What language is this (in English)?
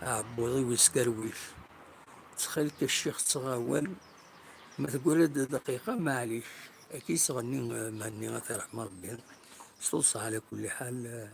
Kabyle